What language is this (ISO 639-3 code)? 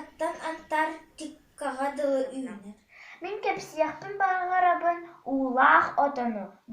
sah